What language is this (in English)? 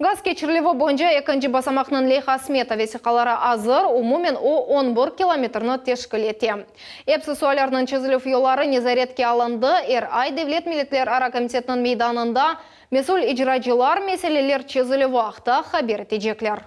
Crimean Tatar